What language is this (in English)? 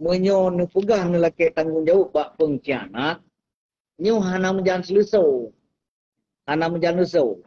Achinese